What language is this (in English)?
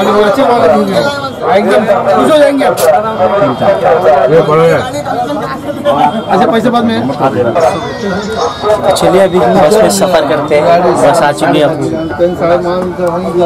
Hindi